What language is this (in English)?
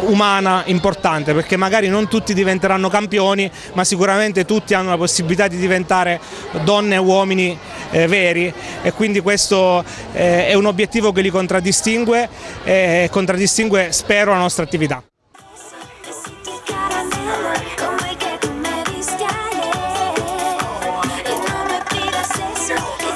Italian